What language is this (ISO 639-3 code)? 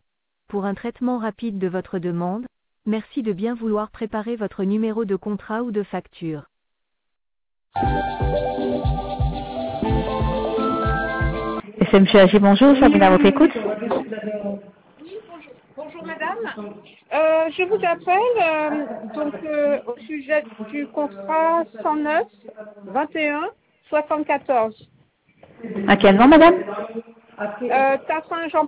fra